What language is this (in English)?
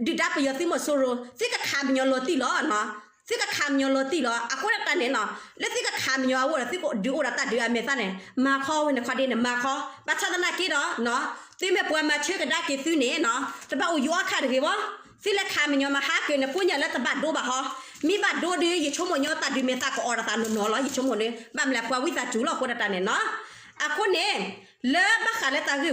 S'gaw Karen